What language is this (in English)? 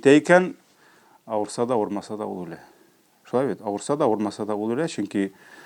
Tatar